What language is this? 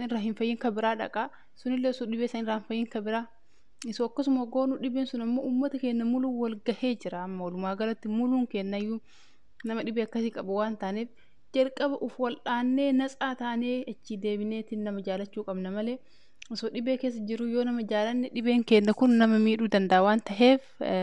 Oromo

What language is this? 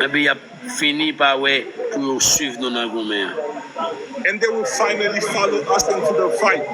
Haitian Creole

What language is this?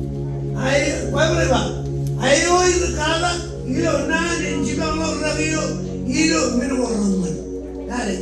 Marshallese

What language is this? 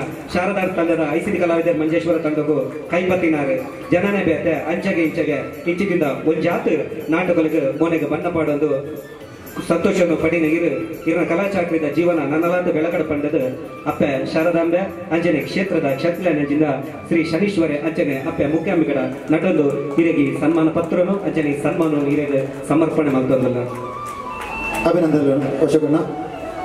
Tulu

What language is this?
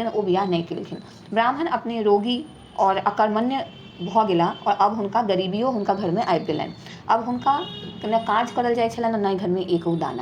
Maithili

